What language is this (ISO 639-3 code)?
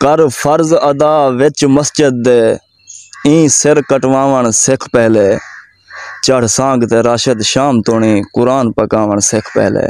skr